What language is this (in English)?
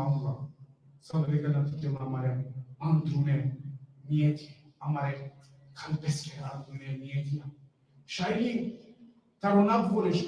Balkan Romani